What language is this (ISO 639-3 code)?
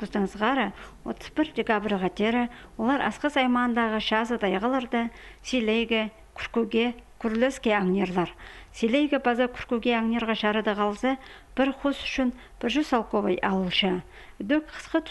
kjh